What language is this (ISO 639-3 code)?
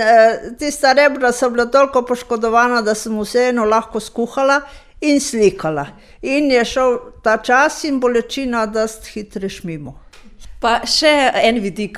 slv